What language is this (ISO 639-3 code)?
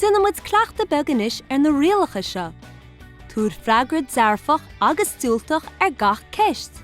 gle